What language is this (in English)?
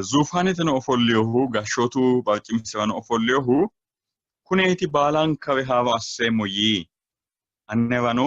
Sidamo